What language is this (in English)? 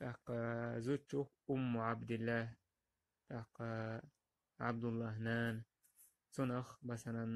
Chechen